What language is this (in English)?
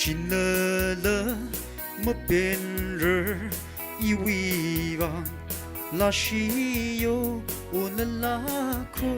Tangkhul Naga (India)